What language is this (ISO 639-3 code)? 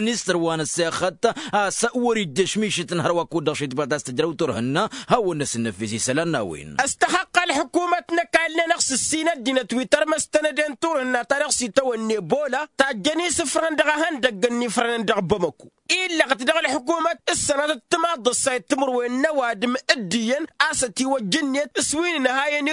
taq